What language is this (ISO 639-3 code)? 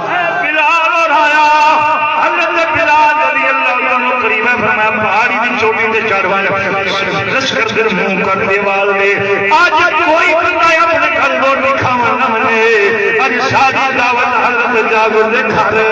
skr